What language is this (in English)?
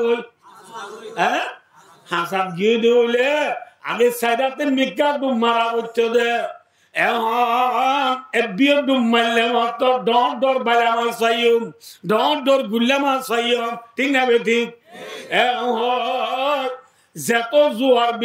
Rohingya